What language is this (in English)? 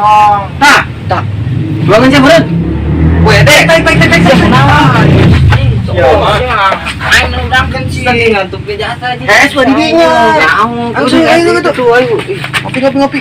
Sundanese